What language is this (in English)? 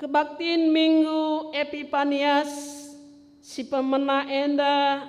Batak Karo